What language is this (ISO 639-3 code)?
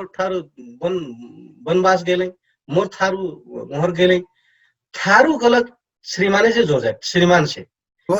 thl